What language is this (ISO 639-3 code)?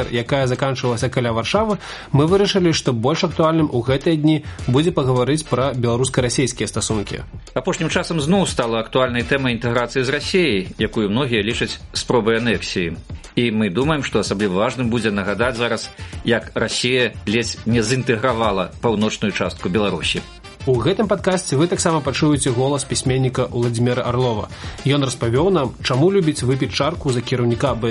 bel